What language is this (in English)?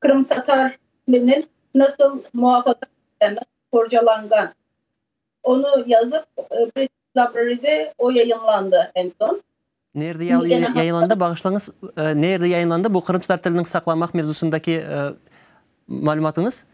Crimean Tatar